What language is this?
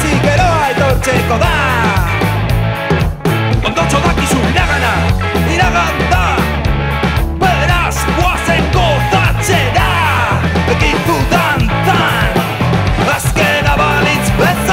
Basque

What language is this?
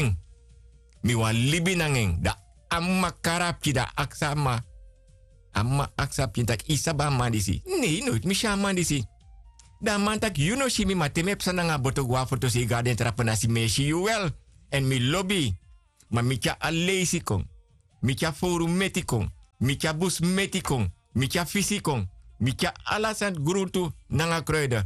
Sranan Tongo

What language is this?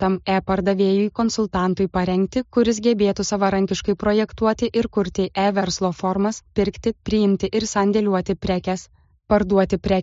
Lithuanian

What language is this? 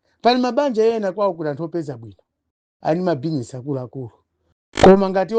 Nyanja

